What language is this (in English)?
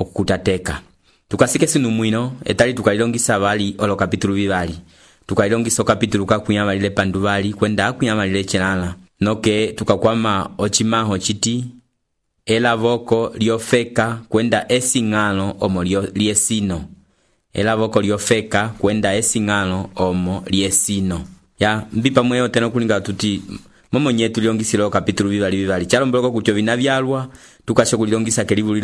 Umbundu